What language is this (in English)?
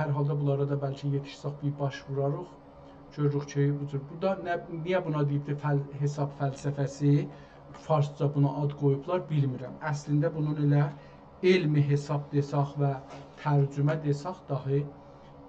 South Azerbaijani